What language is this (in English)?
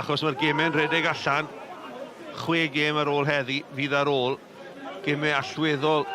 Welsh